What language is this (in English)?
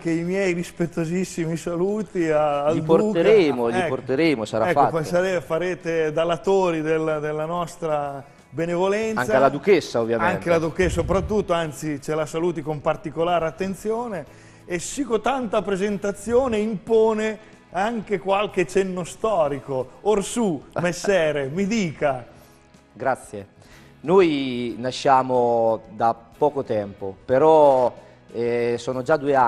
Italian